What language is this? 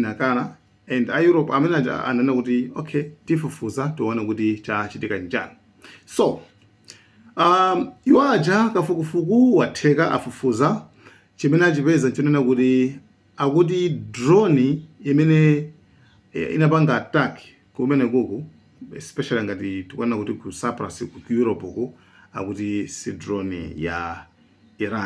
Nyanja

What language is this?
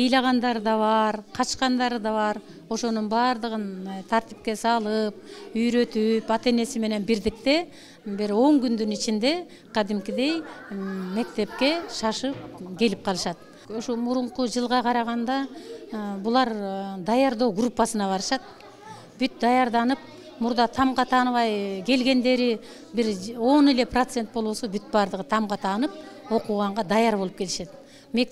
Kyrgyz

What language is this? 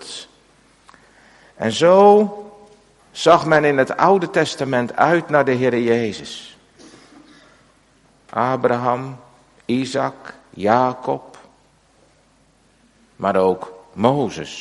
Dutch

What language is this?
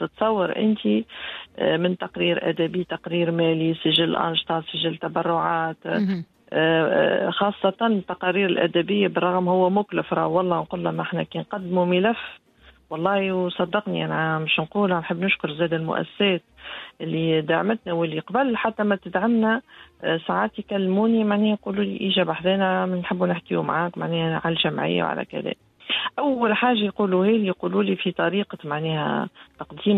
Tunisian Arabic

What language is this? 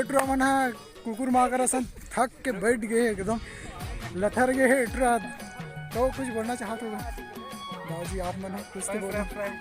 Chhattisgarhi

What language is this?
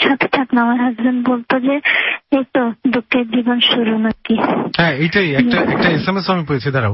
Bangla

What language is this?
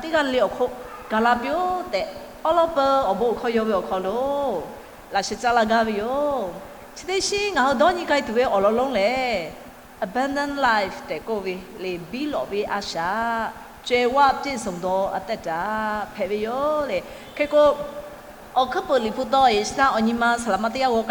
Lahu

